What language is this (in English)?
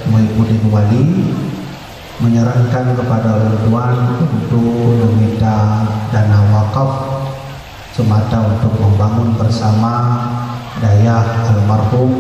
Achinese